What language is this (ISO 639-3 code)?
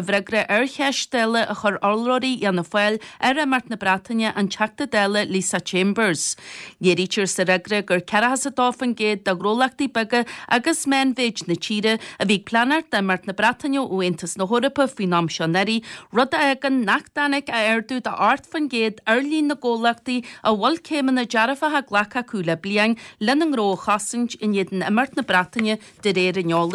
gle